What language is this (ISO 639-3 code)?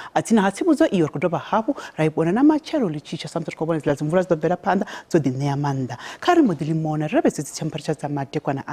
ven